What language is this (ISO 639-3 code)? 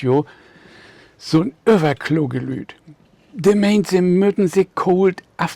nds